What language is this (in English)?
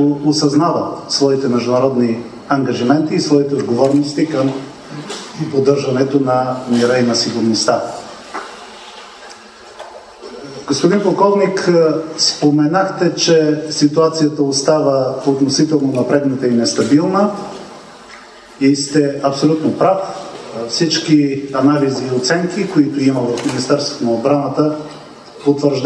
Bulgarian